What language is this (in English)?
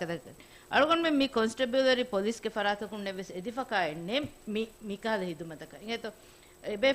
Divehi